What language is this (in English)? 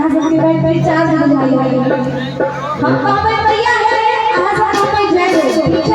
Maithili